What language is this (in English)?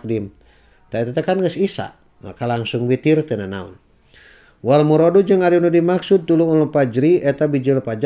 Sundanese